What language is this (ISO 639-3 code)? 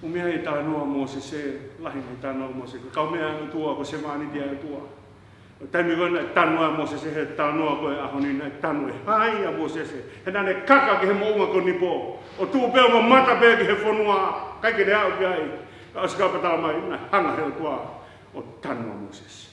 ton